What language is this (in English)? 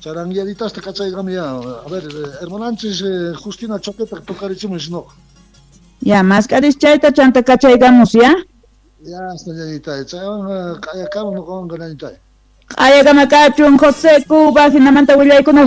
Quechua